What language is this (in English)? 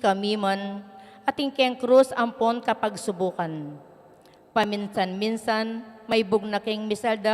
Pampanga